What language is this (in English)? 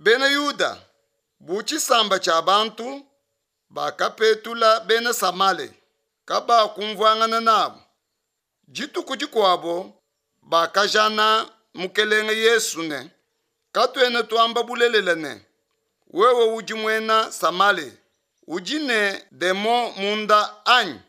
Luba-Lulua